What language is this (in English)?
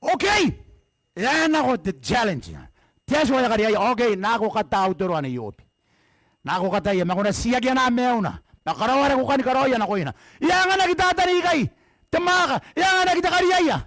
Gilbertese